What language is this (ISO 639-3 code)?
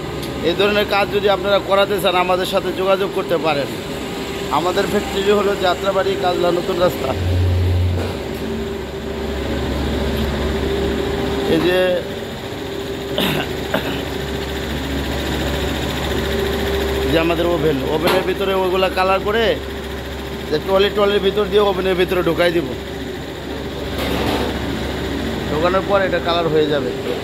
ben